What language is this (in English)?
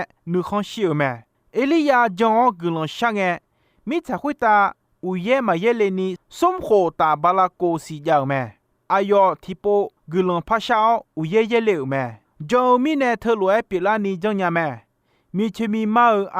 Akha